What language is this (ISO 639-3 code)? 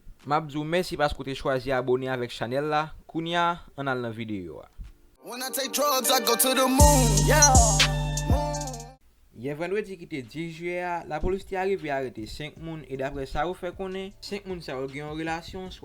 hat